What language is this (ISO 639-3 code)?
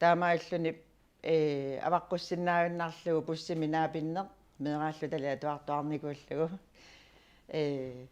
kal